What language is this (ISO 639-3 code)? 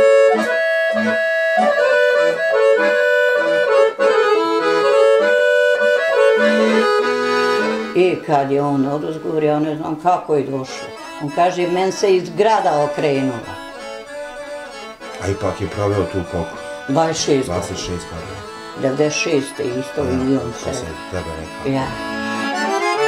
bos